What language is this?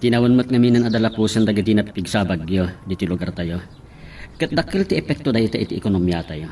Iloko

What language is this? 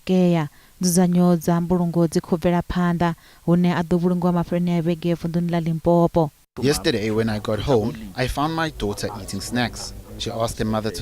Venda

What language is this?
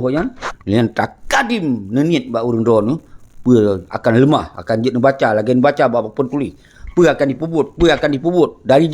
Achinese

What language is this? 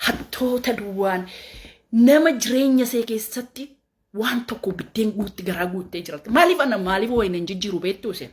Oromo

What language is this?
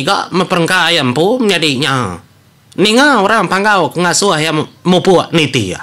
Iban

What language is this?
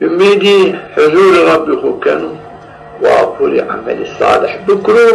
Zaza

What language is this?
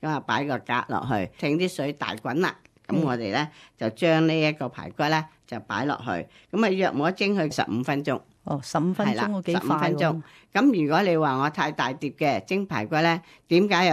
Cantonese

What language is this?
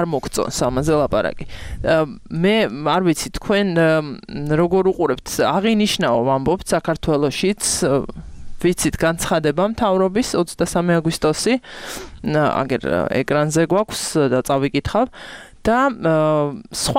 Georgian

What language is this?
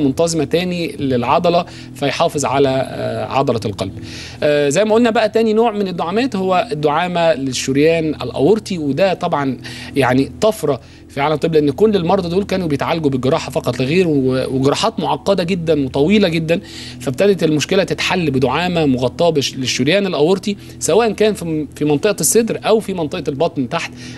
Egyptian Arabic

